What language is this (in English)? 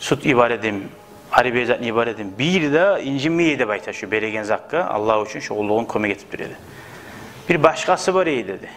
Kumyk